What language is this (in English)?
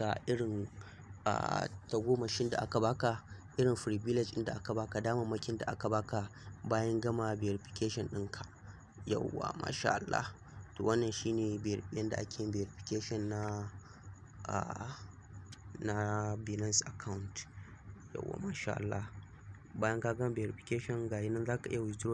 Hausa